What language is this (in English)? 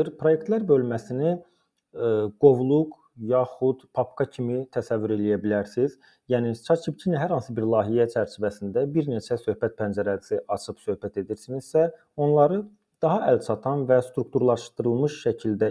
Azerbaijani